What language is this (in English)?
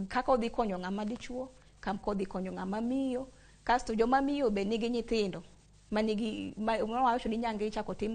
Luo (Kenya and Tanzania)